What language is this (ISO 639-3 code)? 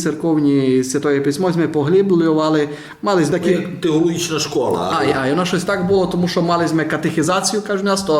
rue